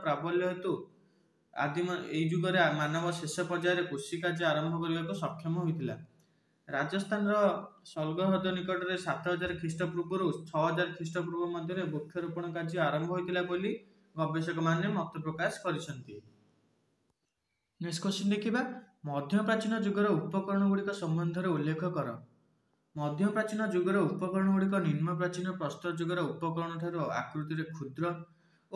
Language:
Odia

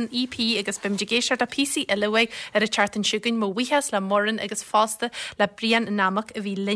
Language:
Irish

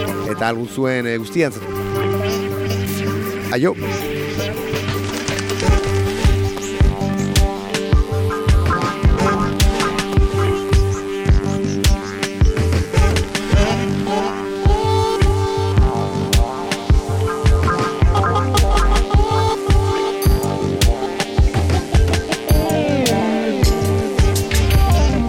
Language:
Basque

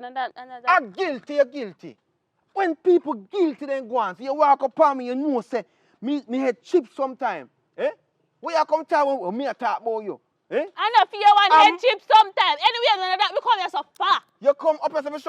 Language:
Jamaican Creole English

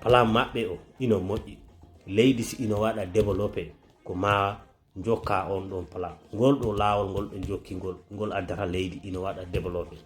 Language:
Fula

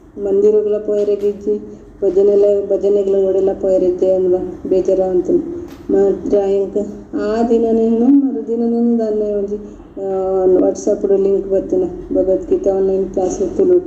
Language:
Tulu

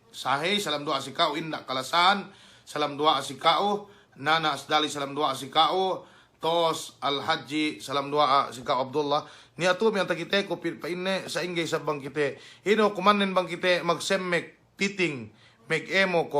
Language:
Yakan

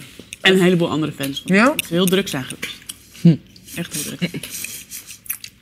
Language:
Dutch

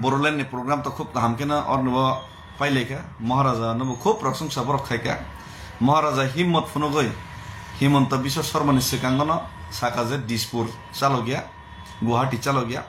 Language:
Kok Borok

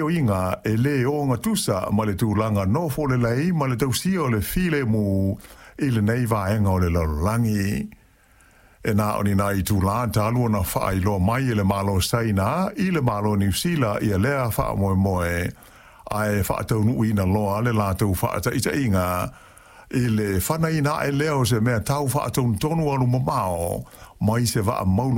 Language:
Samoan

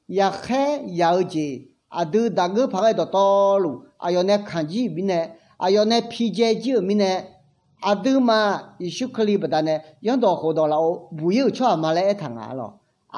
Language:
Akha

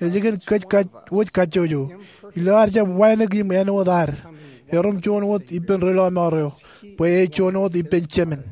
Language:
Marshallese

